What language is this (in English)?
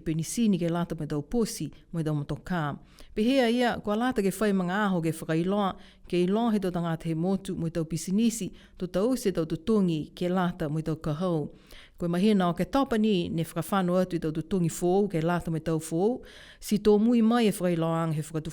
Niuean